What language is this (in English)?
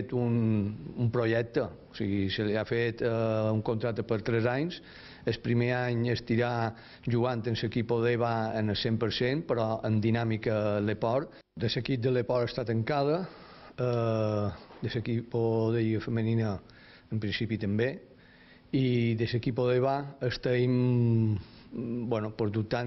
Catalan